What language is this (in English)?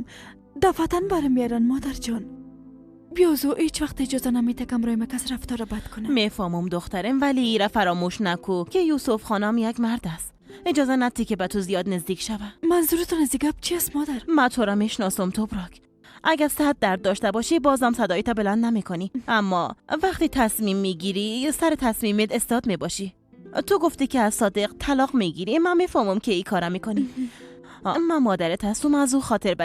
Persian